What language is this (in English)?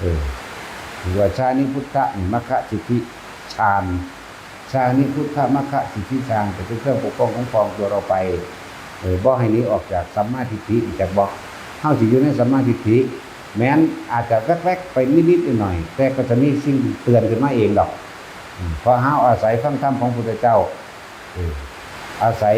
Northeastern Thai